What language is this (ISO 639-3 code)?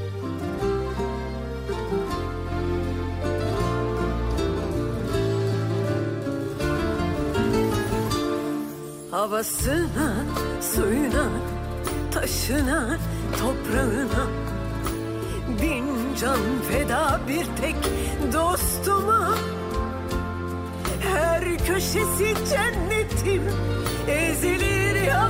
tur